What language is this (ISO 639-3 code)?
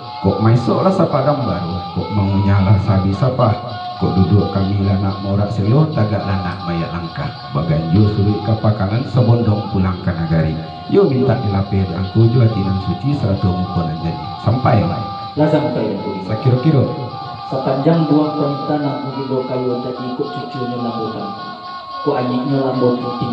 min